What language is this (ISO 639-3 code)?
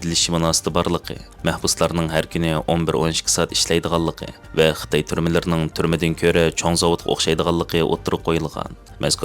uig